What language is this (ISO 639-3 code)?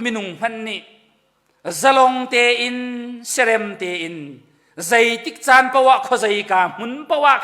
cnh